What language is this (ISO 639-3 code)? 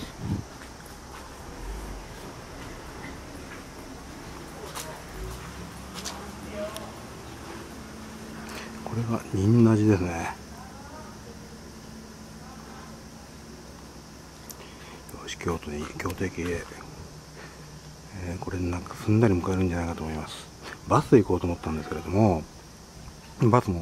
jpn